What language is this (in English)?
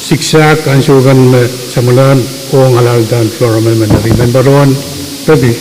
Pohnpeian